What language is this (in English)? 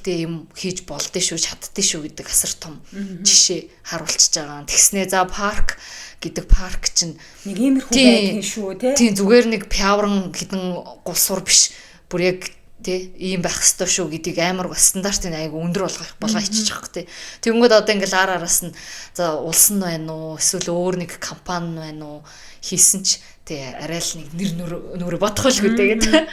Mongolian